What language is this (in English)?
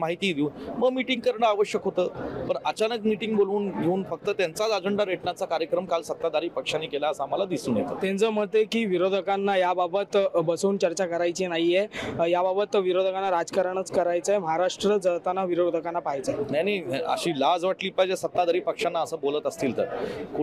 Marathi